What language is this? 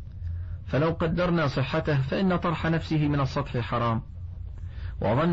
Arabic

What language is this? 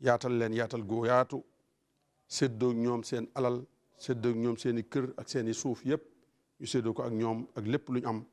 Wolof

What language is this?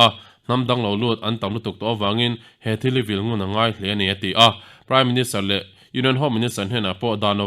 Mizo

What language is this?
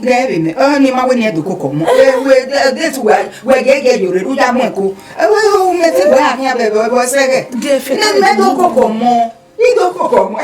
Bini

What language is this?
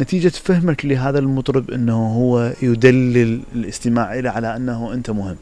Mesopotamian Arabic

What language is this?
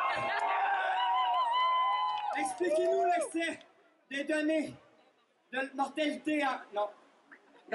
French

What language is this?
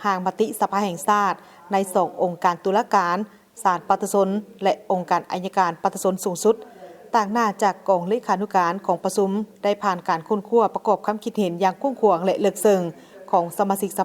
Lao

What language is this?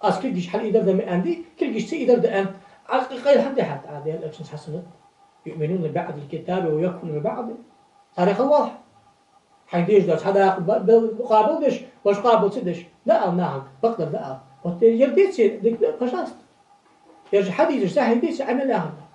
Ingush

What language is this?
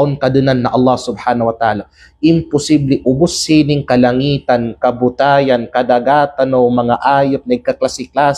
Kalagan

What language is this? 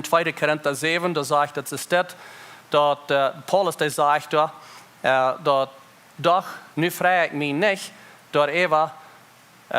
Plautdietsch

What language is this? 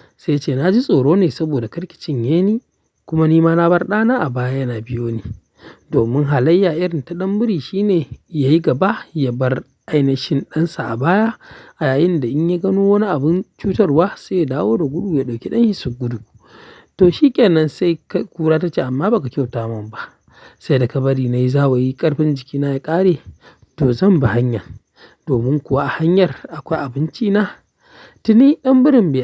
Hausa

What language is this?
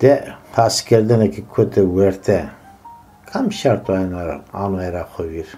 Zaza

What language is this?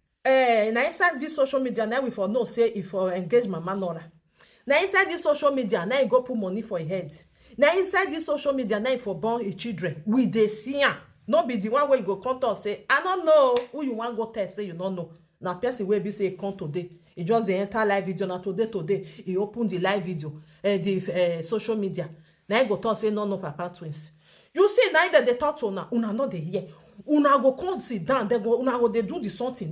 Nigerian Pidgin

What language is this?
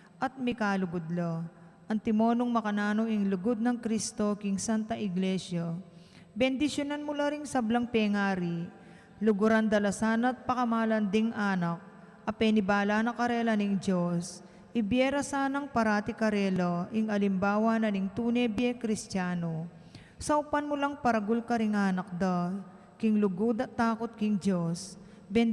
Pampanga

